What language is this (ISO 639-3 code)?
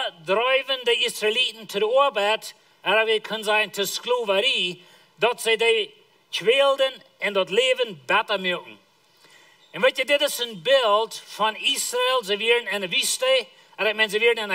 pdt